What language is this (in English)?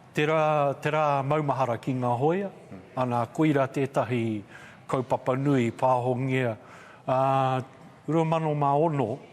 Māori